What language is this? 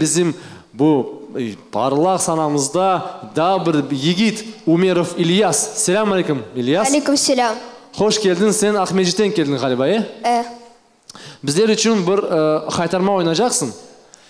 Crimean Tatar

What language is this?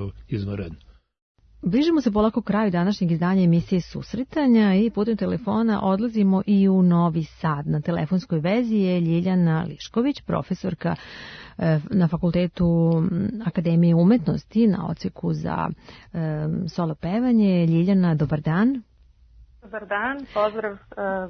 Serbian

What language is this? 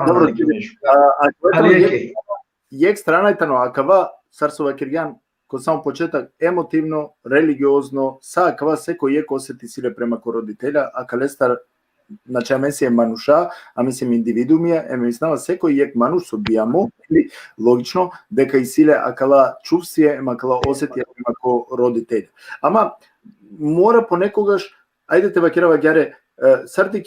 Balkan Romani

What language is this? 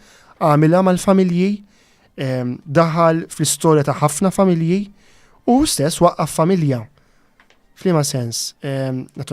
Maltese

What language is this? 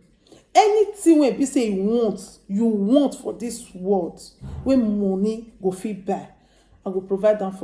Nigerian Pidgin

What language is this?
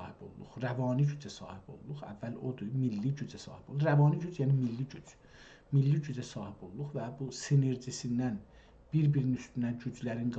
South Azerbaijani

